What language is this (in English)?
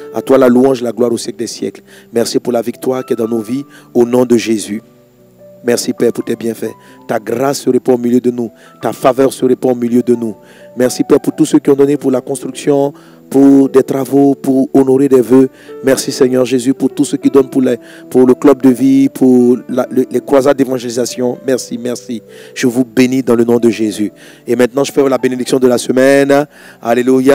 French